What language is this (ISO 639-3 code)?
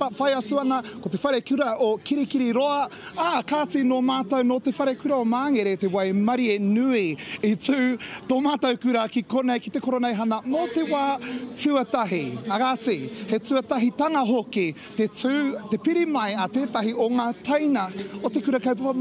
mri